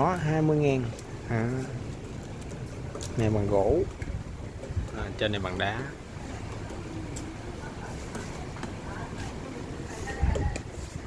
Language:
Vietnamese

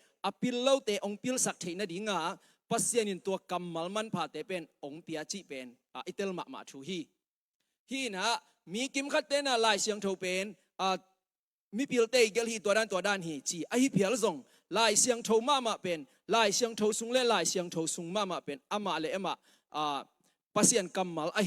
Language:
Tedim Chin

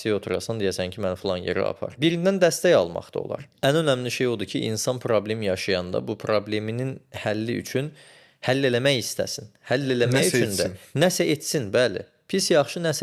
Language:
Azerbaijani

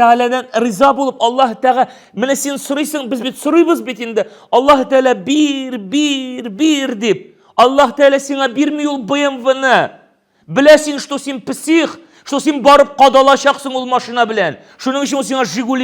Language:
Tatar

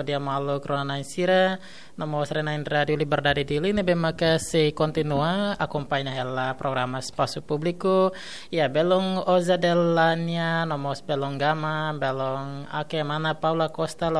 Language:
Tetum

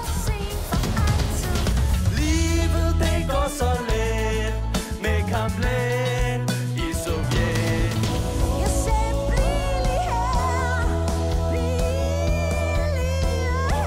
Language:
Danish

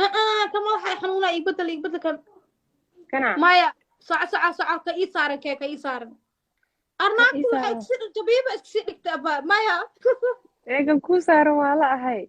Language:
Somali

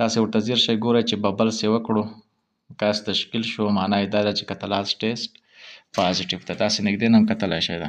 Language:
Pashto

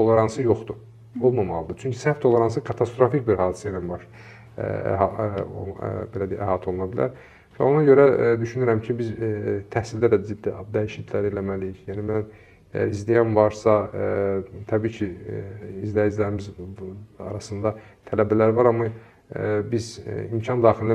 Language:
Azerbaijani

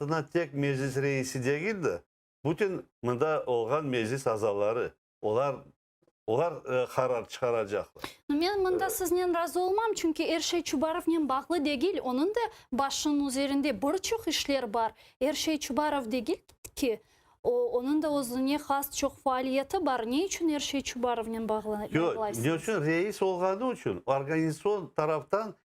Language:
Crimean Tatar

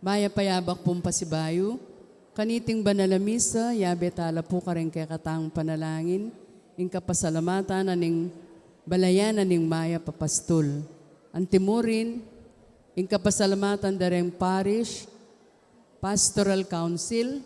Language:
Pampanga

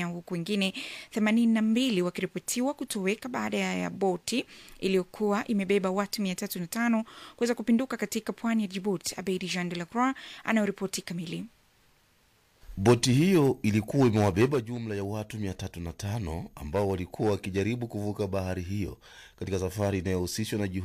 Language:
Swahili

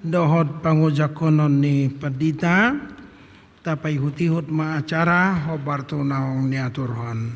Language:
Batak Toba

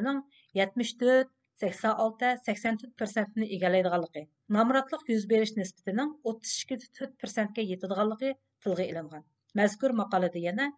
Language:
Uyghur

